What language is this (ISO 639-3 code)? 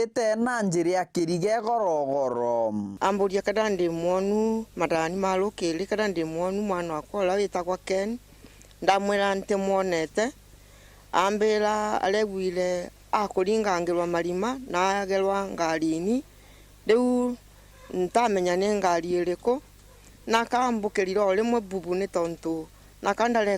mer